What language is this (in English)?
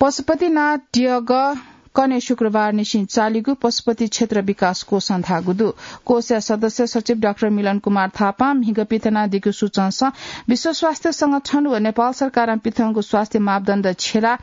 Newari